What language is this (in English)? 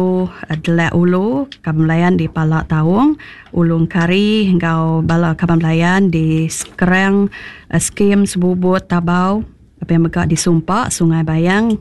Iban